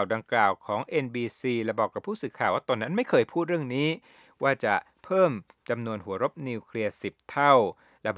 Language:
Thai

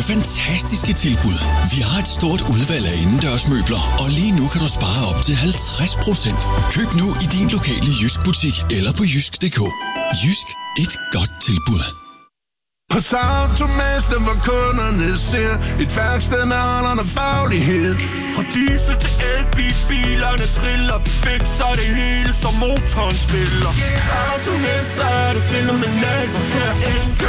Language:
Danish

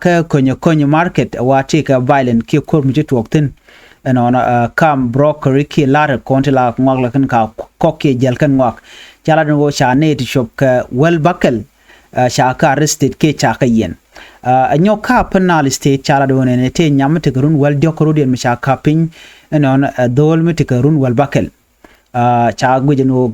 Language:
Nuer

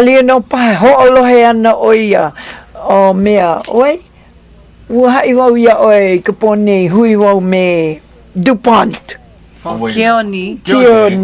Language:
Hawaiian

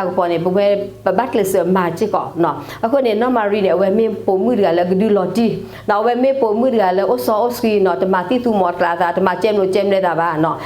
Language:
S'gaw Karen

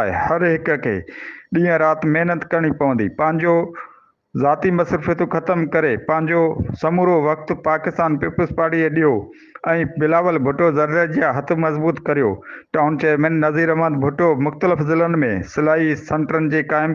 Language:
Sindhi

